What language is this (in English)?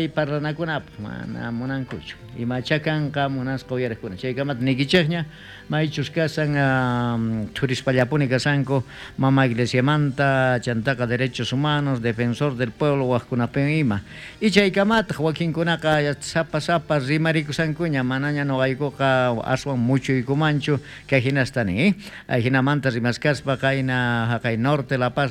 South Bolivian Quechua